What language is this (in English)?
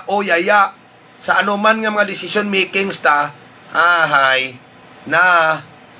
Hiligaynon